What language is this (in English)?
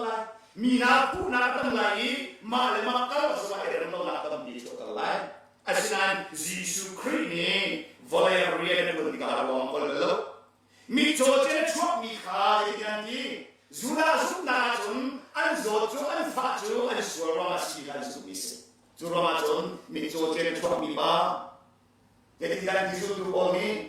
Hakha Chin